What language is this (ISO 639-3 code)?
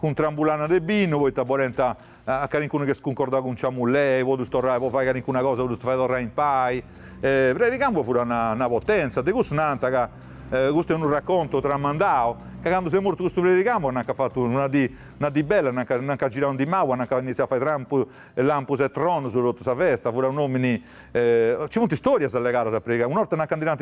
srd